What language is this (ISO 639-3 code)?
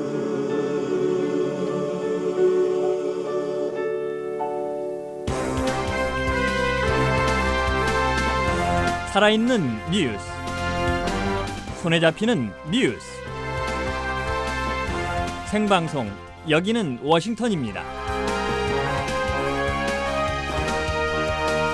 kor